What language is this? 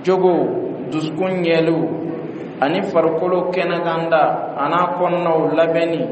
Bambara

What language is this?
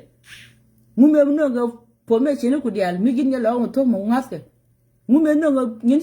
Nuer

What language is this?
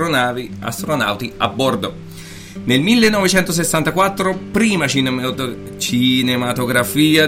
Italian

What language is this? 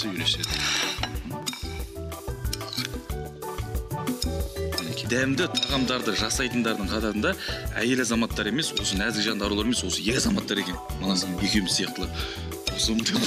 Kazakh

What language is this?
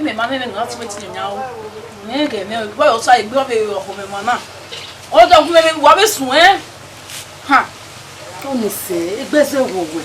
Bini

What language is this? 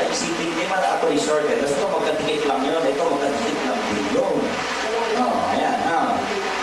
Filipino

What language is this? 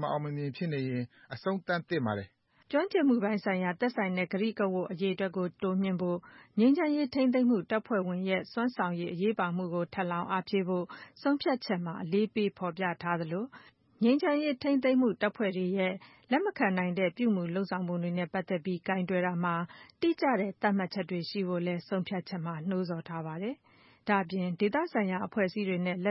Burmese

